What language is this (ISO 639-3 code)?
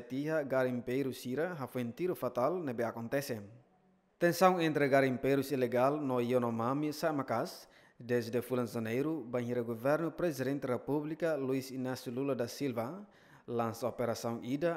tet